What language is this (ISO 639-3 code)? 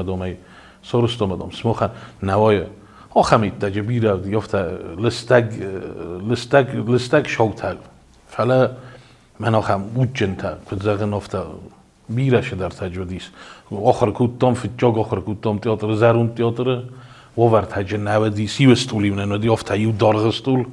oss